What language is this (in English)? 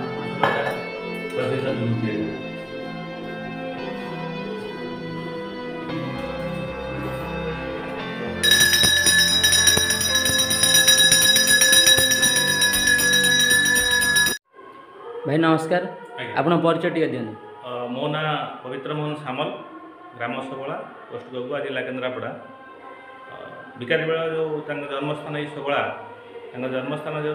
Odia